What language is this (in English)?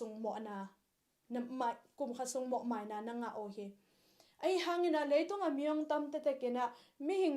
Tedim Chin